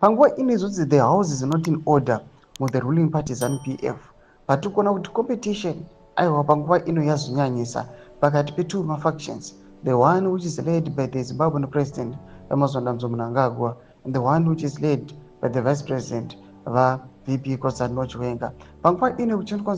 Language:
Shona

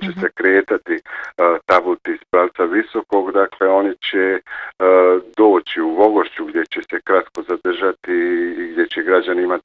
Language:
Bosnian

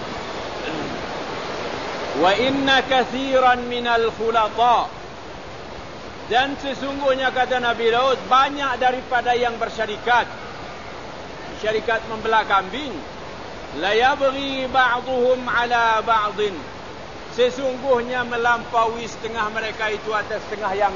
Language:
Malay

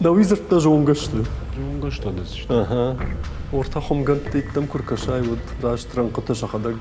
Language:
Ossetic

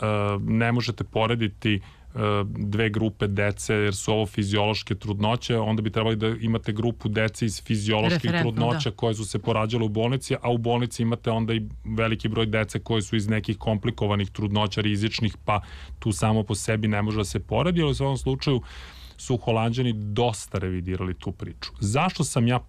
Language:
Serbian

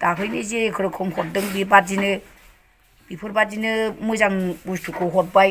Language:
Bodo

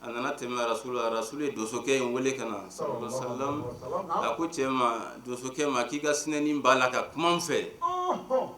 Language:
Bambara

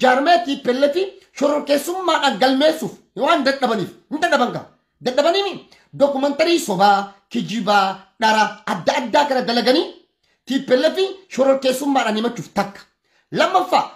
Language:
Oromo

